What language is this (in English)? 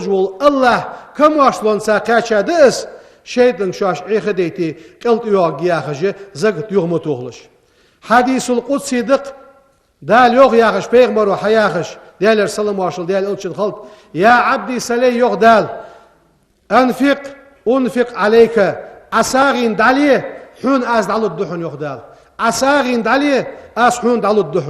Ingush